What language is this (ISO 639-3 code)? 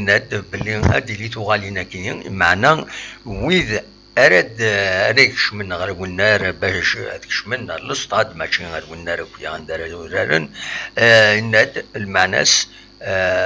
kab